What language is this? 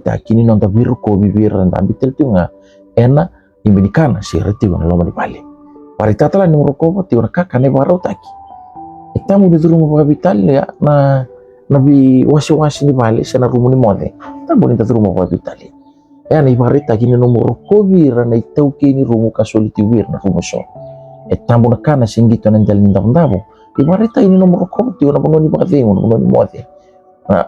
Fijian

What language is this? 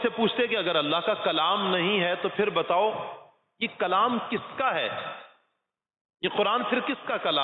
Urdu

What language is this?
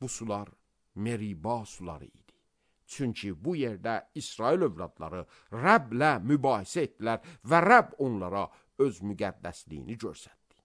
Azerbaijani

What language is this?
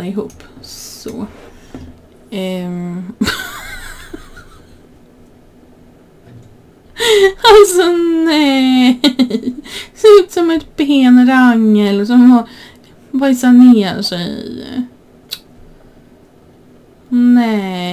Swedish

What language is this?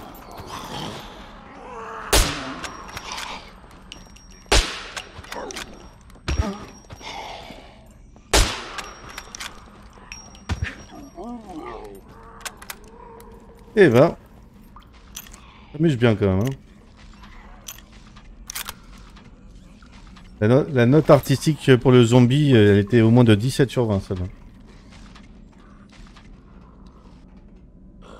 French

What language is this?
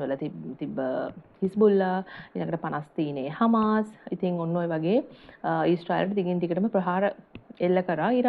Sinhala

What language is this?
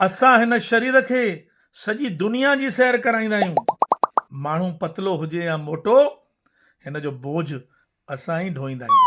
Sindhi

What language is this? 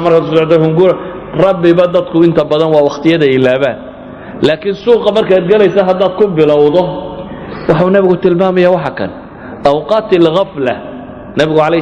Somali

